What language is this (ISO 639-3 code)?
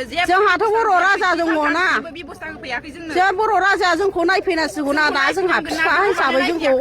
brx